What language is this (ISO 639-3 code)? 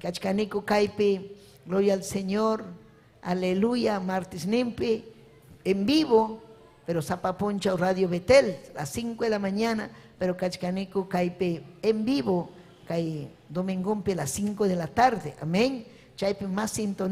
quy